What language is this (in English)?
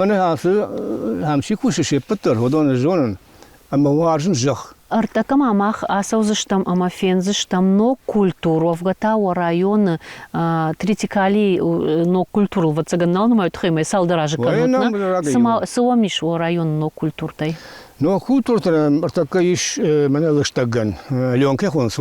Ossetic